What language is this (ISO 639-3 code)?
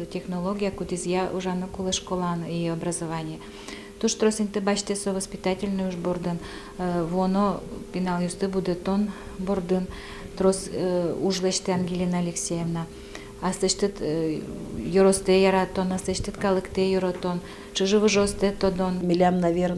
udm